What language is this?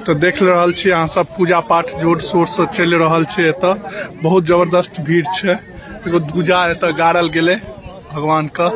Maithili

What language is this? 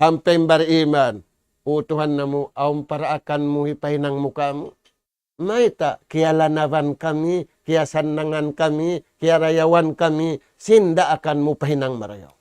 Tausug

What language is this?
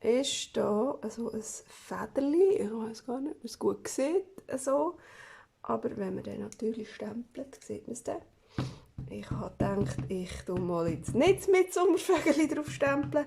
Swiss German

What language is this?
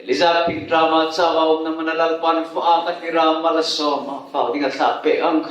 Hmar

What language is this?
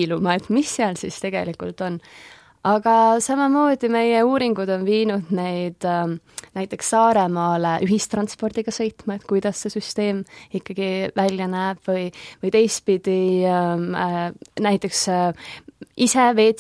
Estonian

